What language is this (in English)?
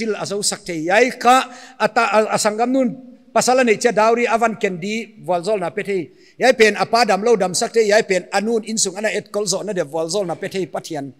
Paite Chin